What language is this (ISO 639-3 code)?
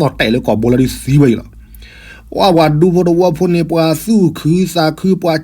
ksw